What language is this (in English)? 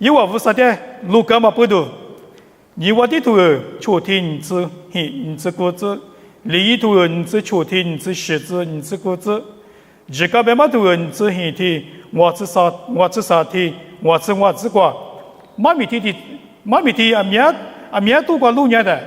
Lisu